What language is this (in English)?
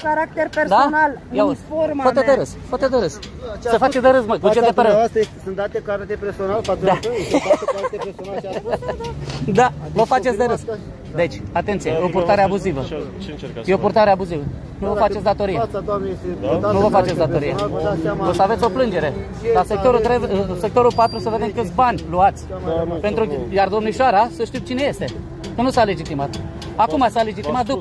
Romanian